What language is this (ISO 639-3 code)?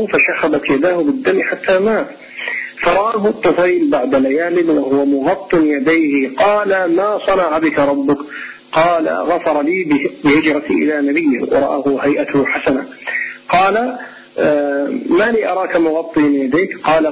ara